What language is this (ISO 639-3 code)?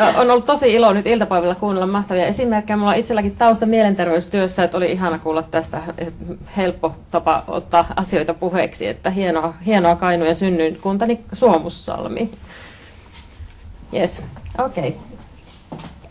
fin